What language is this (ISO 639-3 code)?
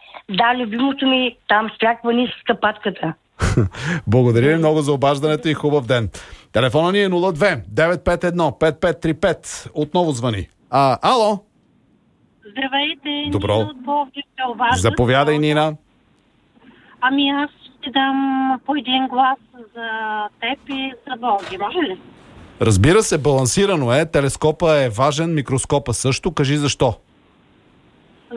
bul